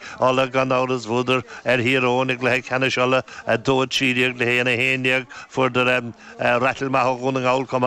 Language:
Irish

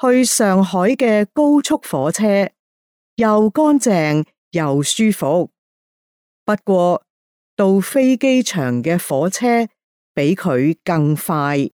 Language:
Cantonese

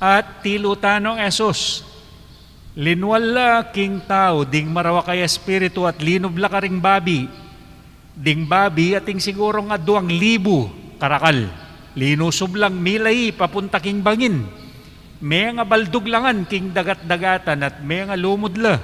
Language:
Pampanga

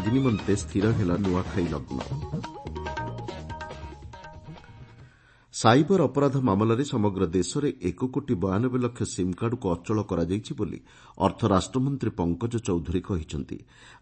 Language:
Odia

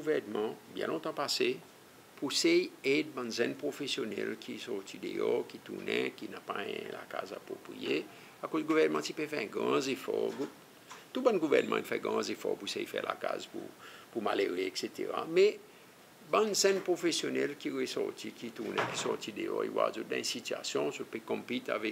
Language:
Seselwa Creole French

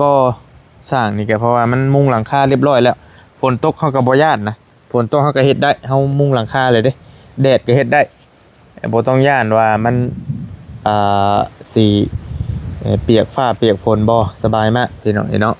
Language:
Northeastern Thai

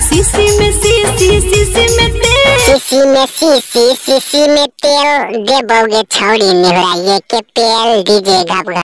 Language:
Magahi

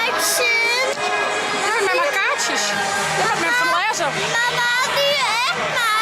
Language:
Western Frisian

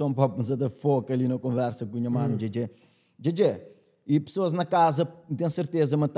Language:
Kabuverdianu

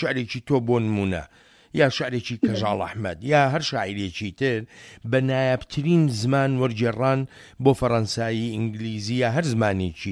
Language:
Central Kurdish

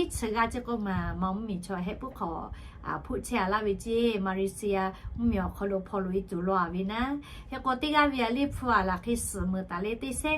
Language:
Lahu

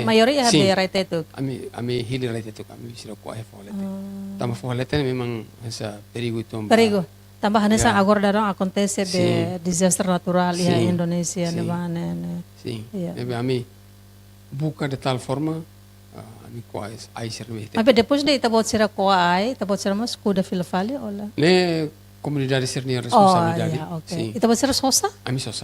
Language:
Tetum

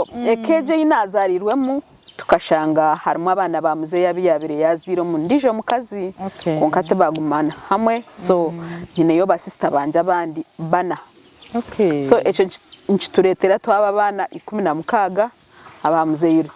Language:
Nyankole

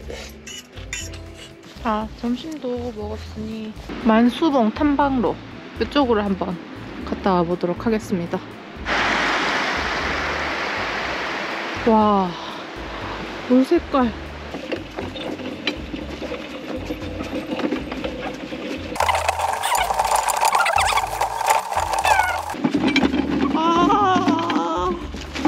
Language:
Korean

